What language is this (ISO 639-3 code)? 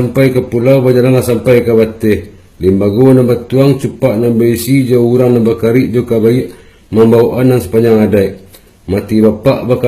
min